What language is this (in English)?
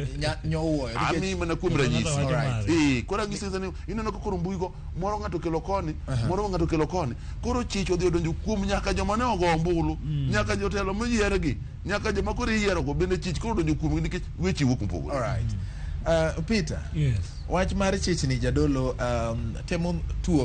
Luo (Kenya and Tanzania)